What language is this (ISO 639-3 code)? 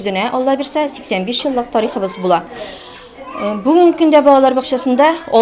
tat